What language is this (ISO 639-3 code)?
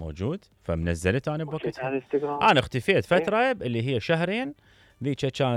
acm